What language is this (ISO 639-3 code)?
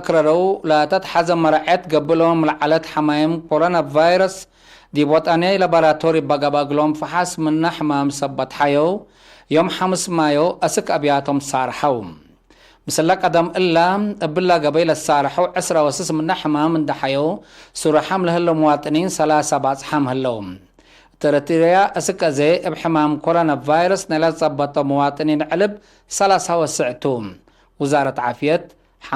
tig